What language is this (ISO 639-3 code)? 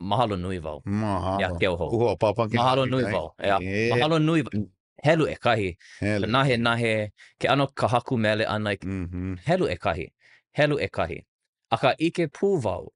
haw